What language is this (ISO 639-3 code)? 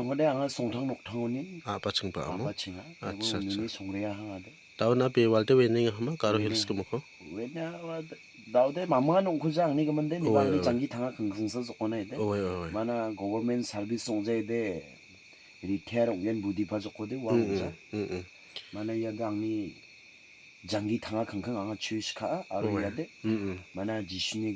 grt